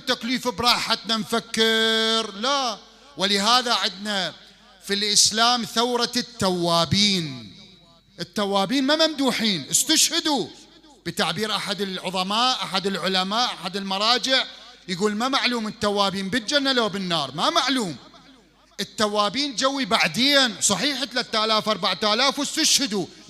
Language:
Mesopotamian Arabic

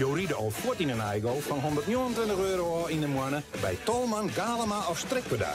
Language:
Western Frisian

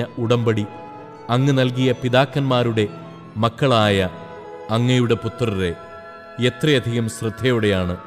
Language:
Malayalam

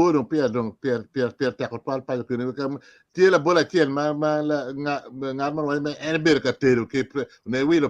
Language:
Acoli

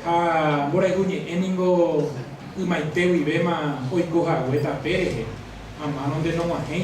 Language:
Guarani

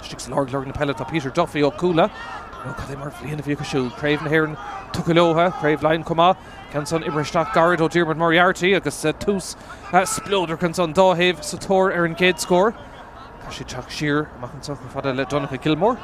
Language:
Irish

